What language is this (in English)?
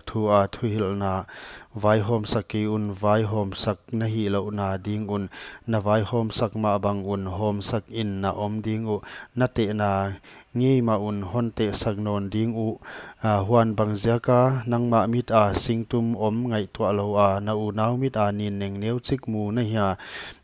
Paite Chin